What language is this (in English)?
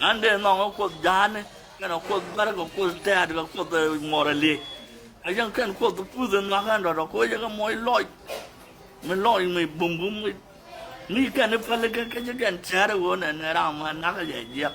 Nuer